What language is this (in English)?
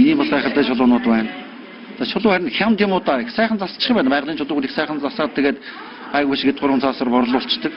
Mongolian